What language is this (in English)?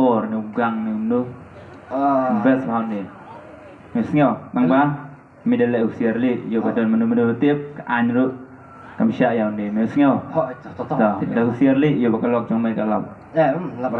Khasi